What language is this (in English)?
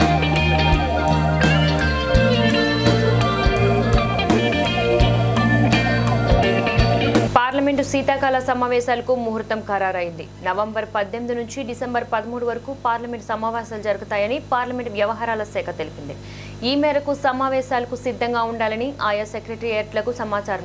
Telugu